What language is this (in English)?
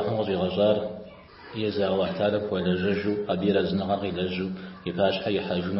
Kabardian